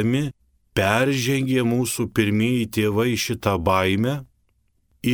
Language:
Lithuanian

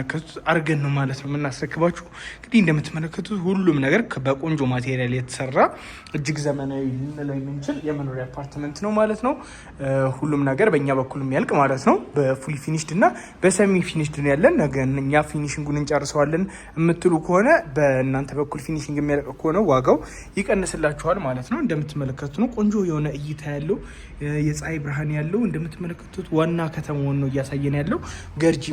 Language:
Amharic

